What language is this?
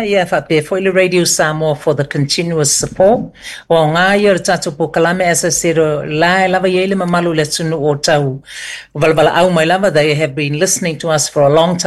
Samoan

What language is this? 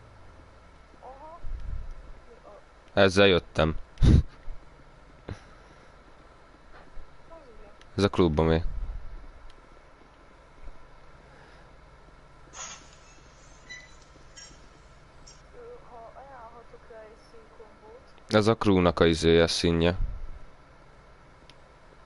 Hungarian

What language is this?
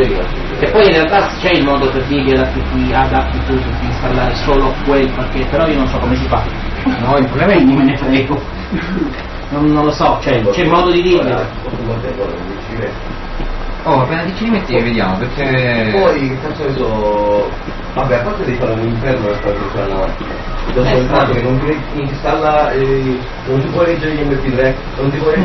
Italian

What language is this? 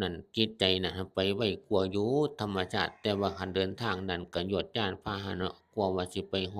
Northeastern Thai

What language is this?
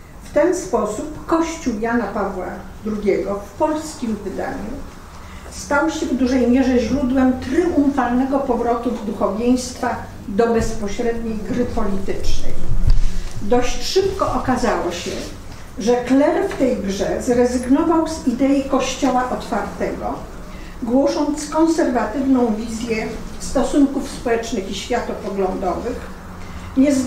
Polish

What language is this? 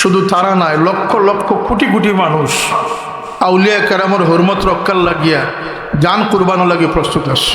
Sylheti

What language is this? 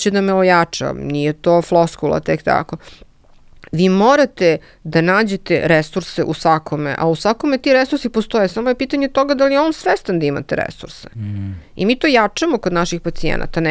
Serbian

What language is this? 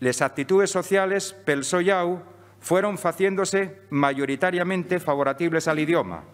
Asturian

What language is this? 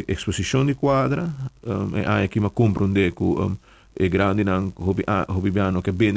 Papiamento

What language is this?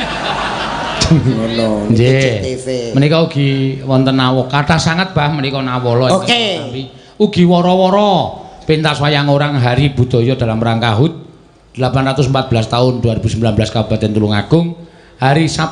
Javanese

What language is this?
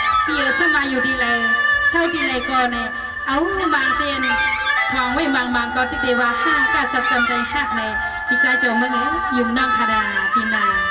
Shan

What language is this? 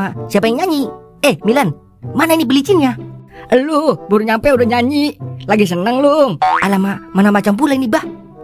Betawi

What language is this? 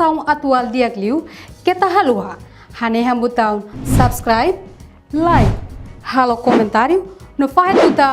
Tetum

